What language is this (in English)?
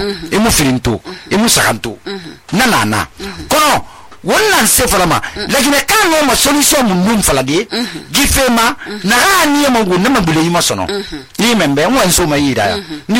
Susu